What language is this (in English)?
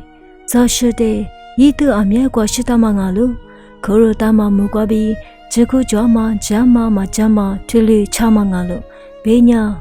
Lisu